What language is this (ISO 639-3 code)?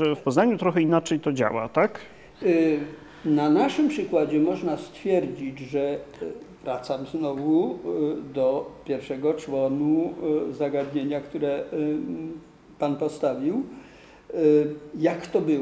pol